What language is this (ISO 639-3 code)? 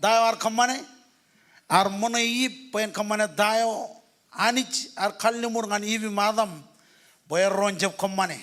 mah